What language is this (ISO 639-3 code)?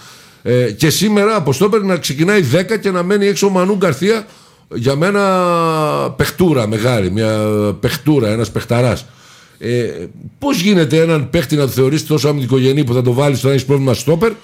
ell